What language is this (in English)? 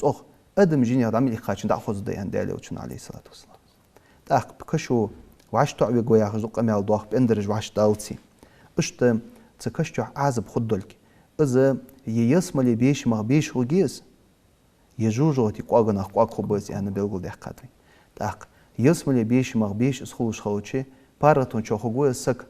Ingush